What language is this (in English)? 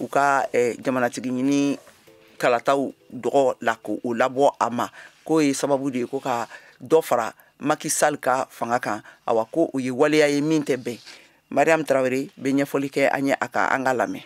Bambara